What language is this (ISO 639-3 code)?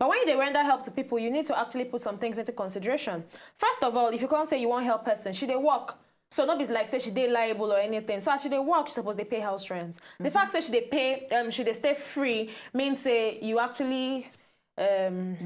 pcm